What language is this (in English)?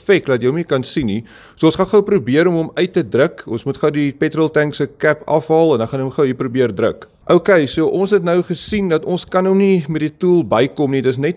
Afrikaans